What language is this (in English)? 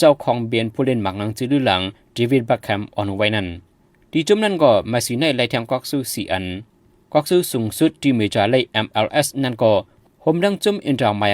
Shan